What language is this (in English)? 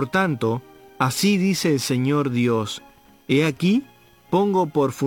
Spanish